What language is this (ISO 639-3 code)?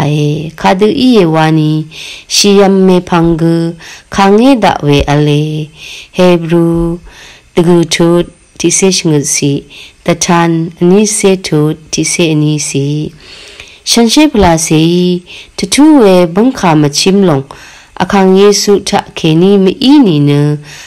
raw